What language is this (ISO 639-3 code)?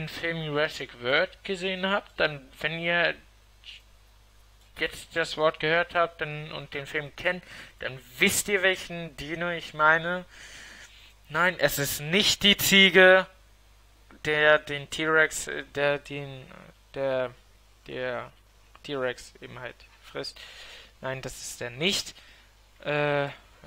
deu